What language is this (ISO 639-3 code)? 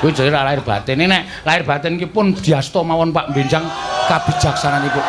jav